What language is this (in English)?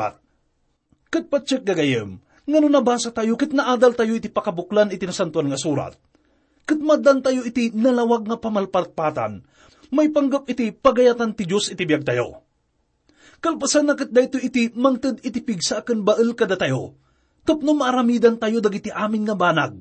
Iloko